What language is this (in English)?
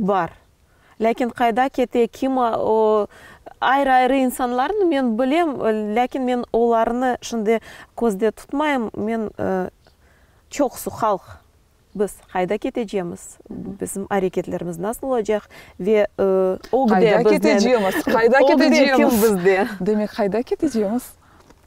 Crimean Tatar